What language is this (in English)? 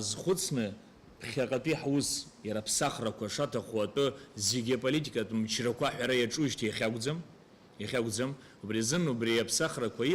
Abkhazian